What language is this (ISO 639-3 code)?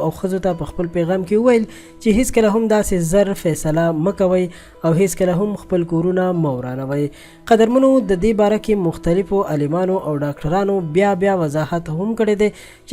pus